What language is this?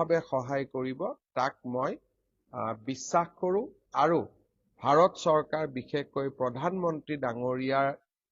Assamese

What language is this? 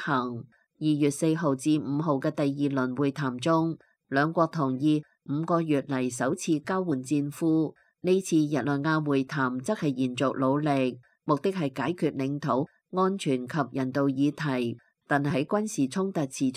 Cantonese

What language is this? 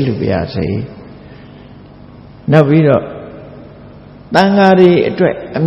Burmese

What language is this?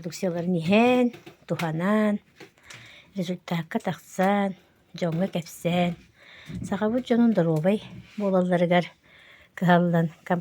Yakut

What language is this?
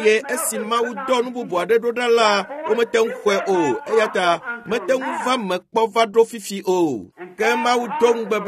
Ewe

